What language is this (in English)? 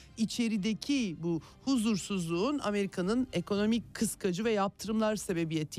Turkish